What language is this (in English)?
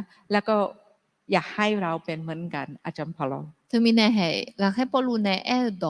Akha